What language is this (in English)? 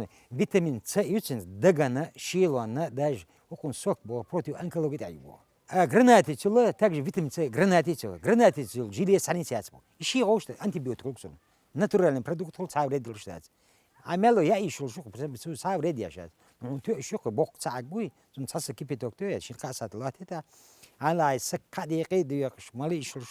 Chechen